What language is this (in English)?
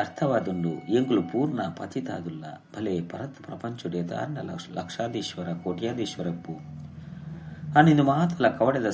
Tulu